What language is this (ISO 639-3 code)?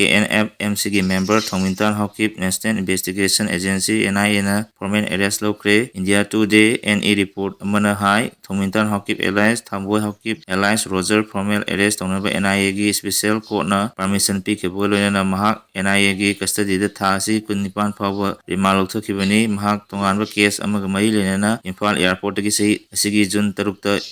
mni